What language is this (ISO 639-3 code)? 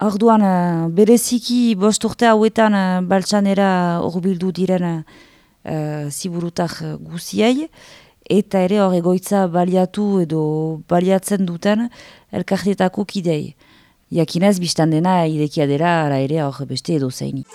eus